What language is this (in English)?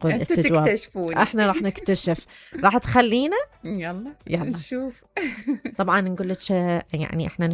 Mesopotamian Arabic